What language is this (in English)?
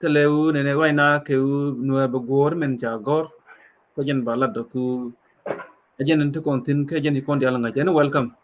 Nuer